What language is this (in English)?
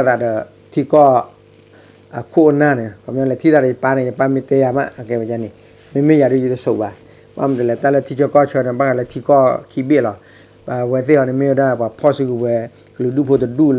S'gaw Karen